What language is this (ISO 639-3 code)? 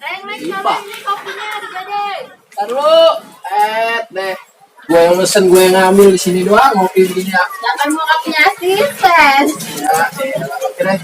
bew